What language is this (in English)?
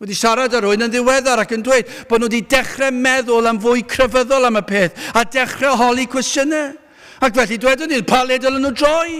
Welsh